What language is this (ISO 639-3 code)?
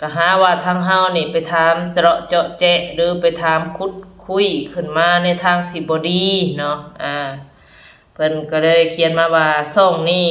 tts